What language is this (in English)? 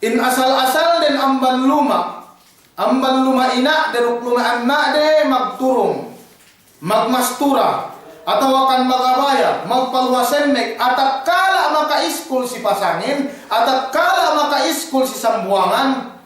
Yakan